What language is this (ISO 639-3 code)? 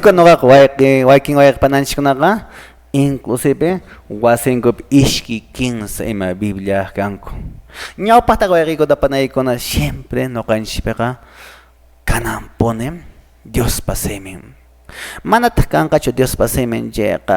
que